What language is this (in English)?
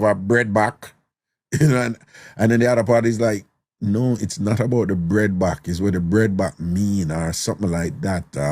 Jamaican Creole English